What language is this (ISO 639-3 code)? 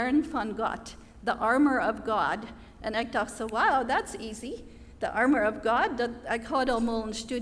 pdt